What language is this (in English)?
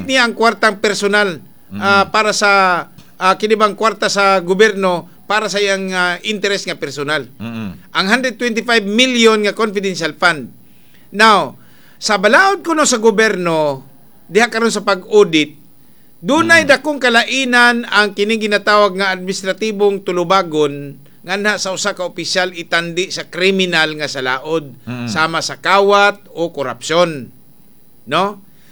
Cebuano